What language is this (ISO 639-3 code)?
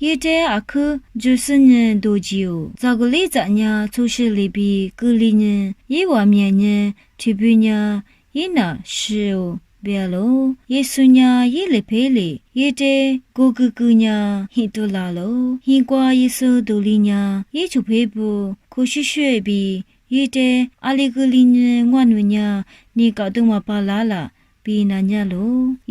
lis